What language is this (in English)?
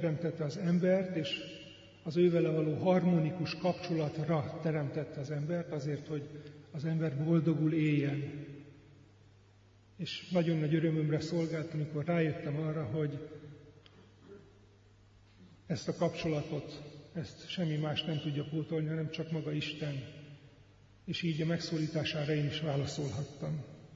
Hungarian